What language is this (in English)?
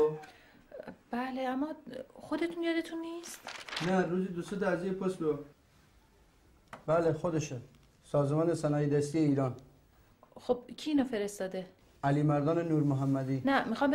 Persian